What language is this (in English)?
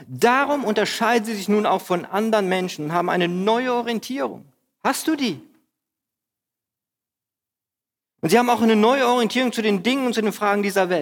German